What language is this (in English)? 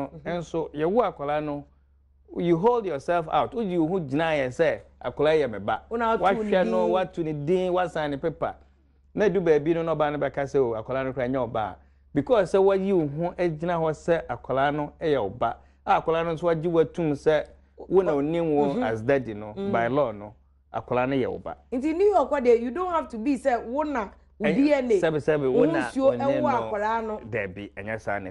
Akan